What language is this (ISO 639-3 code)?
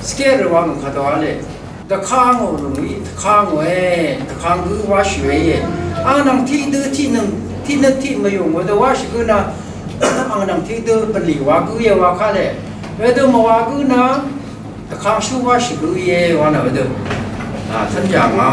raw